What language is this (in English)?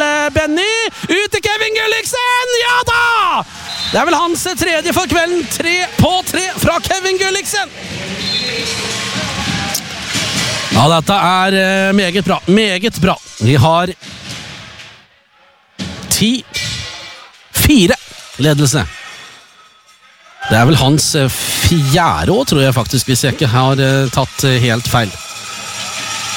Norwegian